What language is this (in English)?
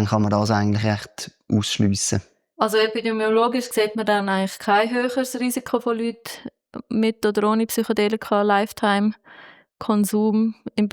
Swiss German